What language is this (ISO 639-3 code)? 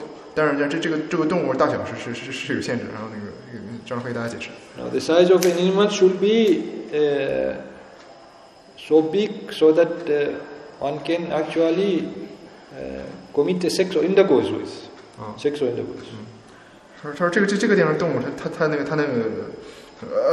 zho